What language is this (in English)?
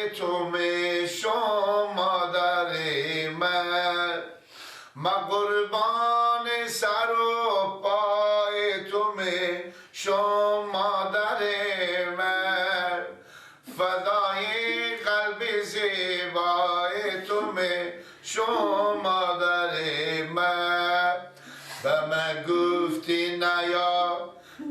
Persian